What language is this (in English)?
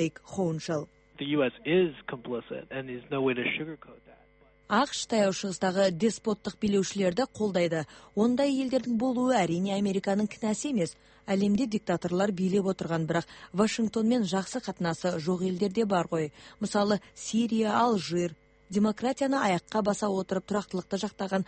Kazakh